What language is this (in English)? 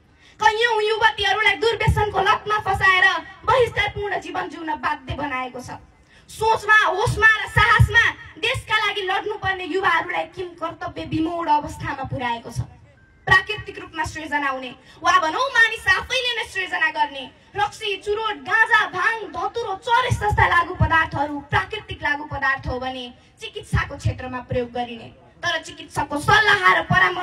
Nepali